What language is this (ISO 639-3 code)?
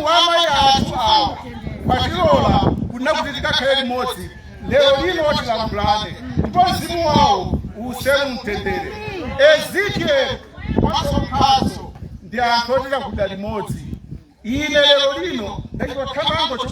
nya